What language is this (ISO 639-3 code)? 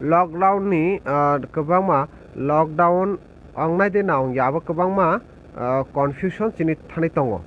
trp